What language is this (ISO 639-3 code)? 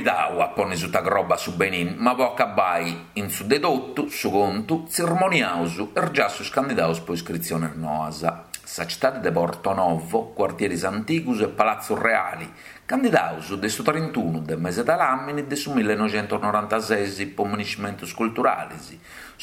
srd